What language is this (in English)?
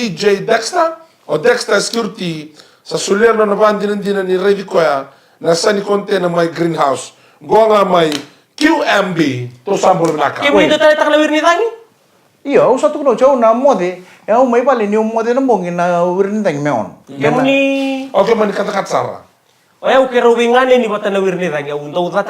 Fijian